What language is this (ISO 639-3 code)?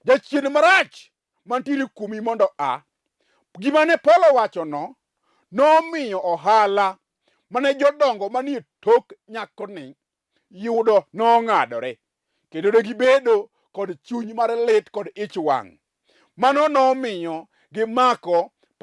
luo